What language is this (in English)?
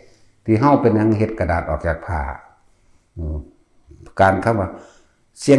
Northeastern Thai